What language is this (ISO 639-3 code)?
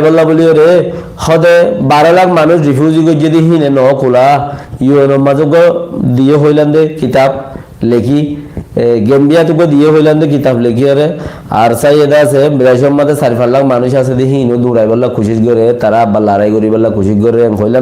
rhg